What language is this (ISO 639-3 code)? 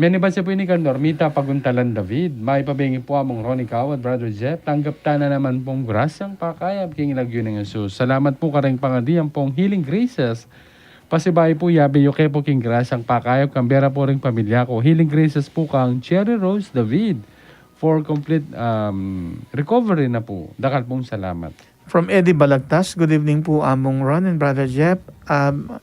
pam